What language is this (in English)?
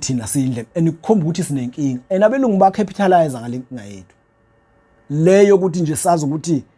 Zulu